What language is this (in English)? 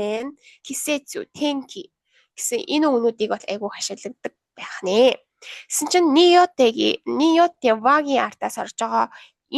Mongolian